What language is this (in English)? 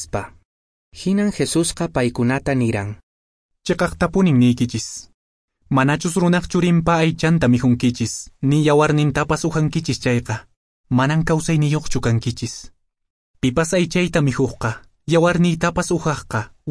Quechua